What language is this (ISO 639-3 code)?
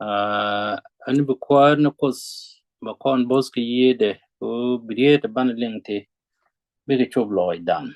nus